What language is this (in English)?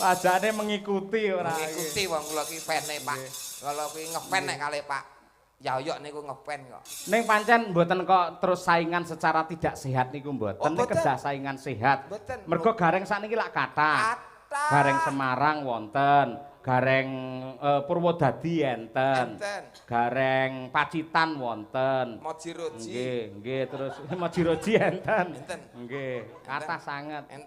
Javanese